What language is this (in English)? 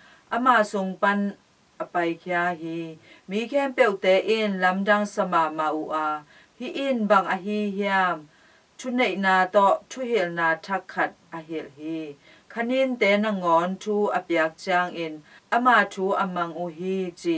Tedim Chin